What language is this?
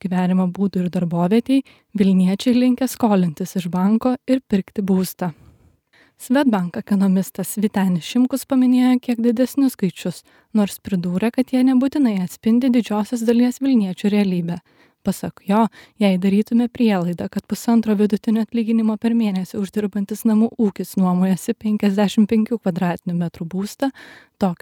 Lithuanian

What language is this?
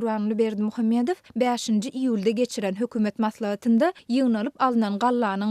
Turkmen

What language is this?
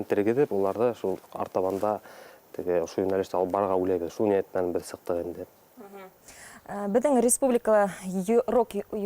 Bashkir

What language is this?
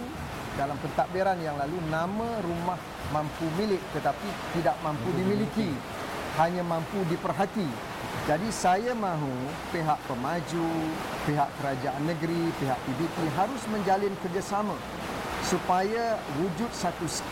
Malay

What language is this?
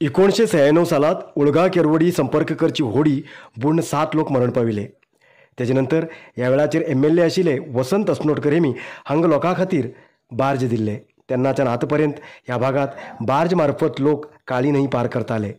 Konkani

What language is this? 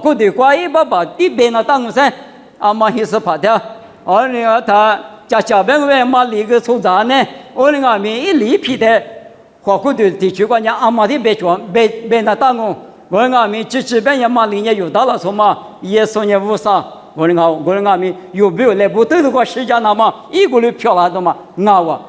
Lisu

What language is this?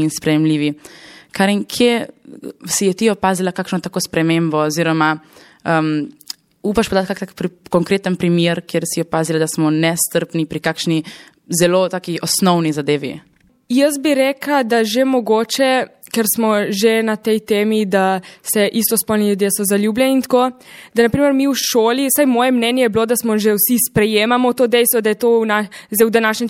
Slovenian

